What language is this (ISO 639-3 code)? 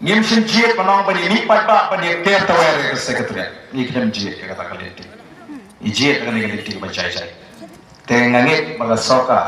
kha